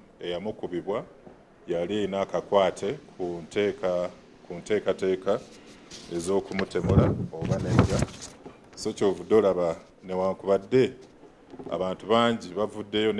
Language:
Ganda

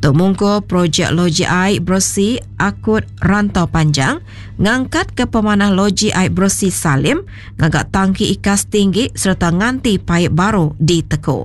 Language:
Iban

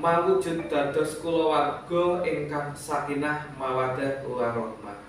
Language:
Javanese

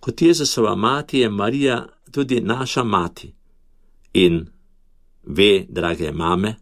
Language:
Slovenian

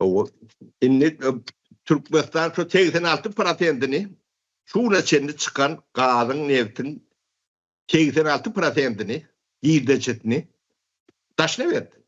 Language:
Turkmen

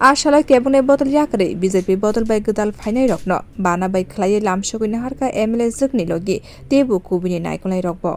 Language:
Kok Borok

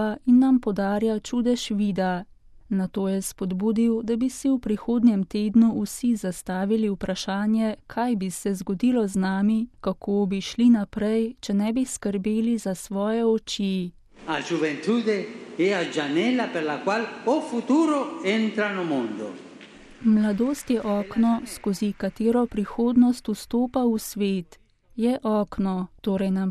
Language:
Slovenian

